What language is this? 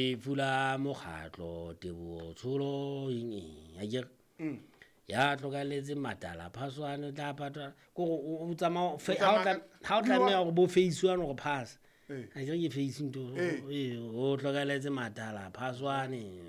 Southern Sotho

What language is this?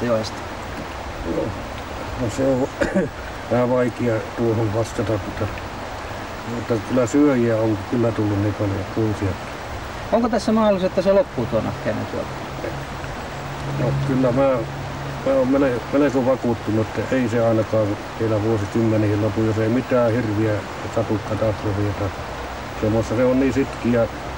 Finnish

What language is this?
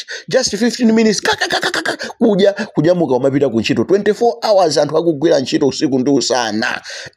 Nyanja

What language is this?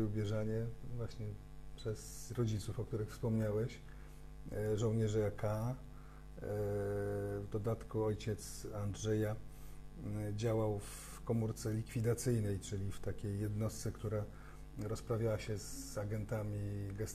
Polish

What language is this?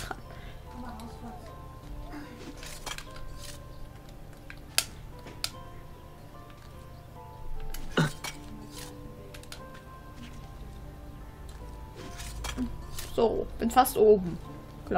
German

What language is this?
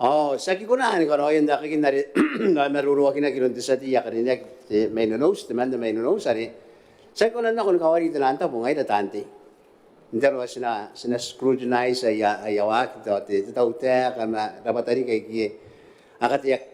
Gilbertese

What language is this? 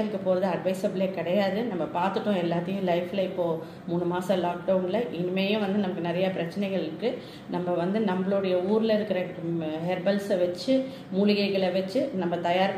Tamil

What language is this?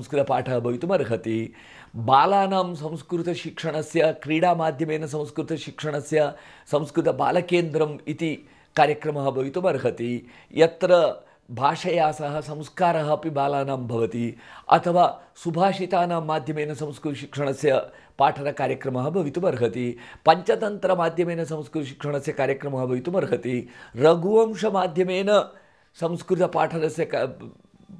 Sanskrit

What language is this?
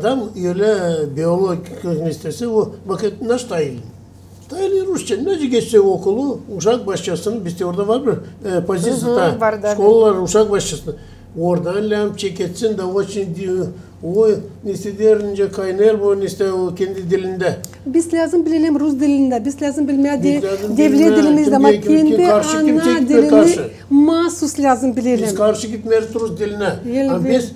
Gagauz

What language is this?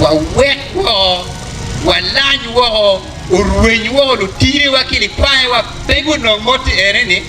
Acoli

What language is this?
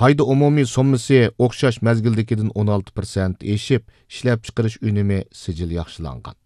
Uyghur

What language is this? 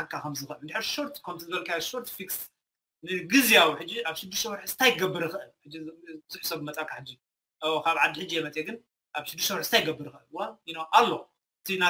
Tigrinya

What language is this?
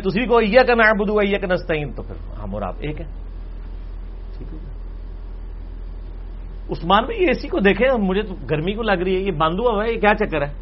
Urdu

